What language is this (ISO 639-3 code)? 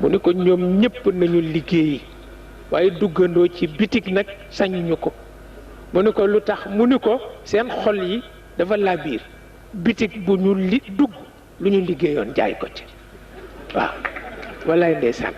wol